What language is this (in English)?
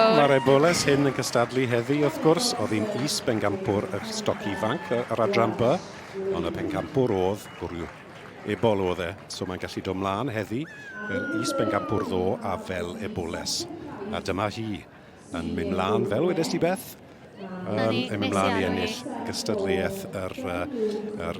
Welsh